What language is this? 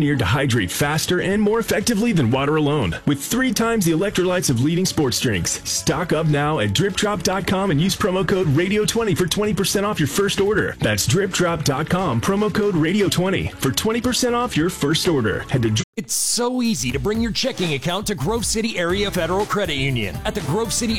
English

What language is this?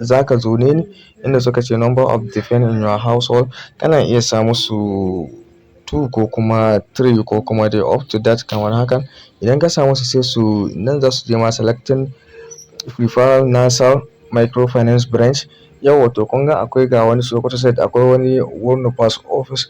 Hausa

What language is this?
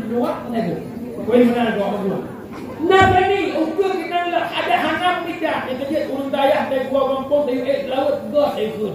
Achinese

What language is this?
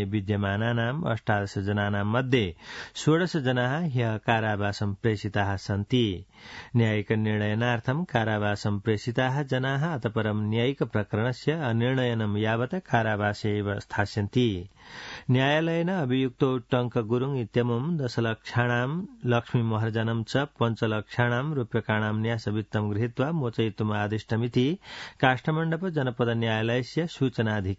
Sanskrit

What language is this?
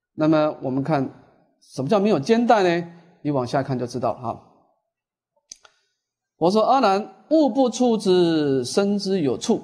Chinese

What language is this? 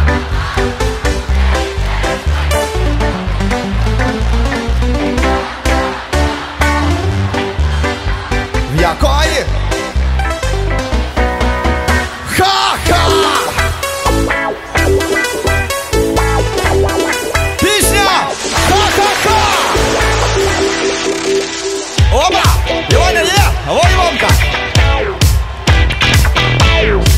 Ukrainian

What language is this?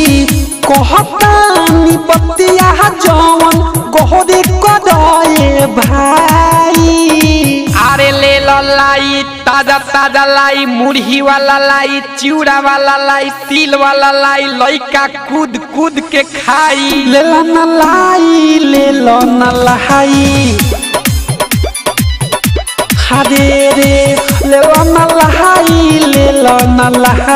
Bhojpuri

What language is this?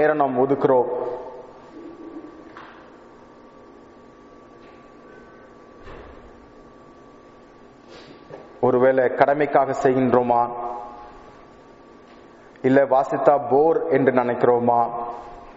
Tamil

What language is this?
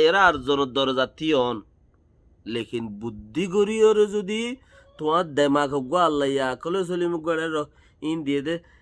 Rohingya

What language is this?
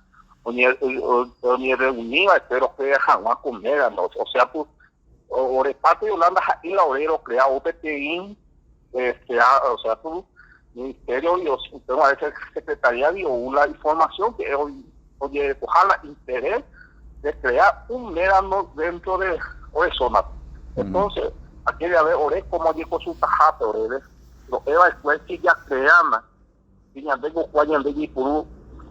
Guarani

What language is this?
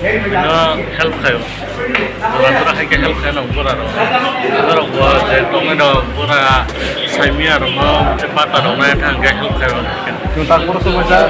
Kok Borok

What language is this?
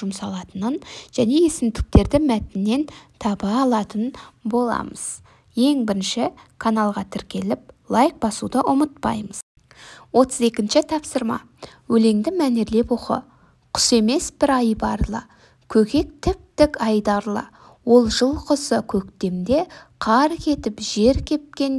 Kazakh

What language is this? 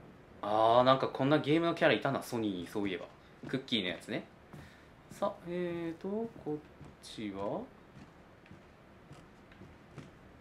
Japanese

